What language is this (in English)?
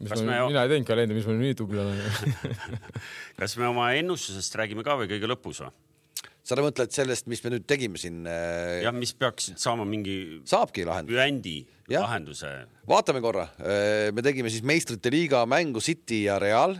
Estonian